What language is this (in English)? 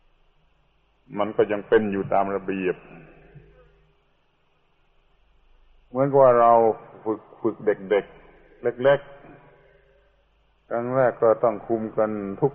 Thai